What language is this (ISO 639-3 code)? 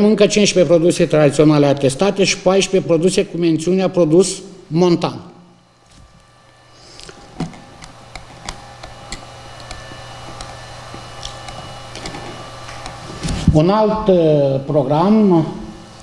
ron